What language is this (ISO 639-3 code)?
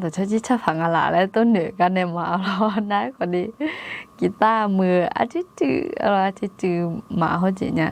ahk